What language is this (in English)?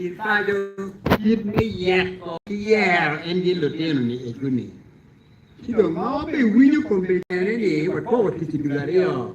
Acoli